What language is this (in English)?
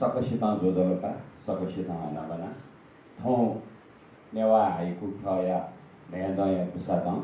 Newari